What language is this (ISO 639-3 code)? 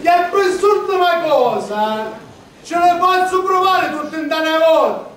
scn